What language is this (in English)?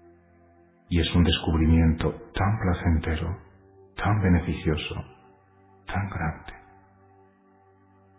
Spanish